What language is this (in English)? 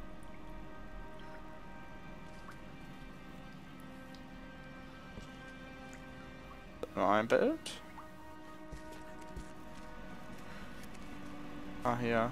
German